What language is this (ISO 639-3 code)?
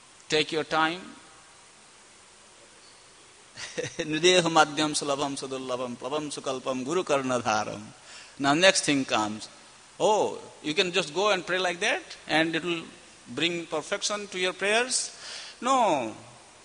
eng